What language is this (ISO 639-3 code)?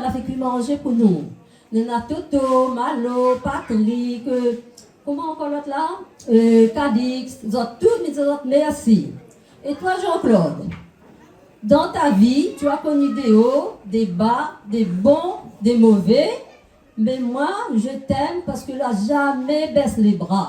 rcf